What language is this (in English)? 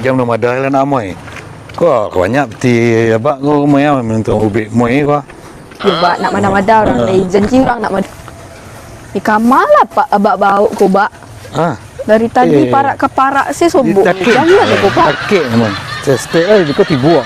Minangkabau